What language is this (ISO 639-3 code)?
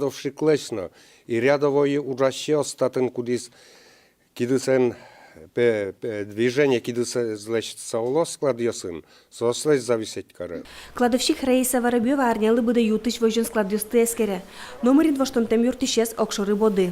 udm